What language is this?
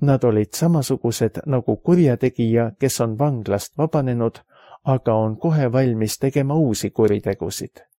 Estonian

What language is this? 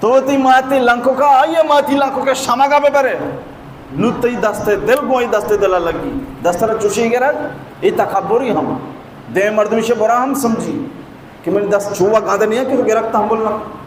Baluchi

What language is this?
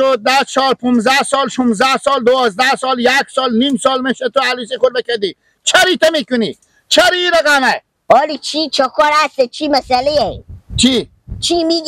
Persian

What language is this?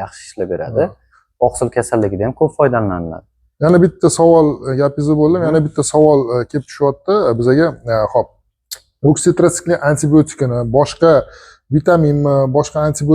Uzbek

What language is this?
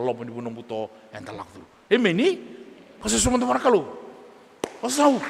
Fijian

